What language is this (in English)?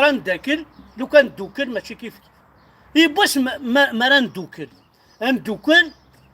Kabyle